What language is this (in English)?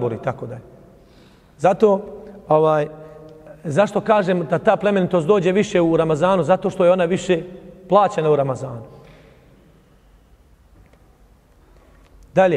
Bosnian